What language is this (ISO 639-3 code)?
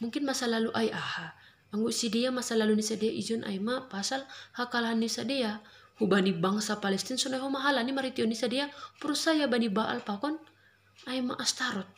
bts